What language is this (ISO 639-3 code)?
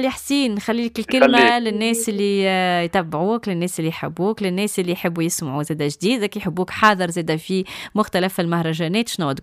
aeb